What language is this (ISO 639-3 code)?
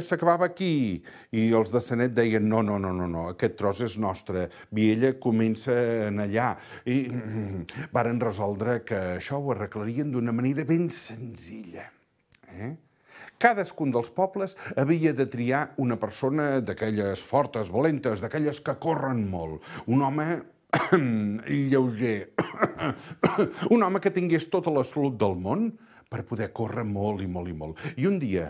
cat